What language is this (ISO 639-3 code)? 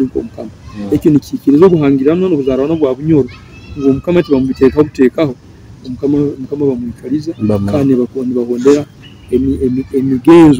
nyo